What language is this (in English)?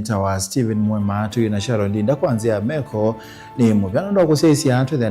Kamba